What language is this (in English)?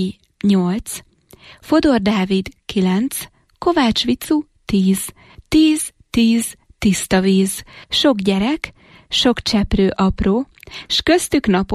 Hungarian